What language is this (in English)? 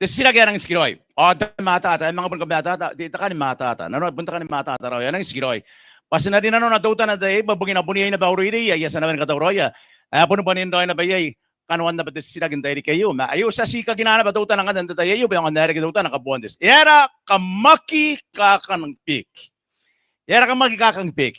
Gilbertese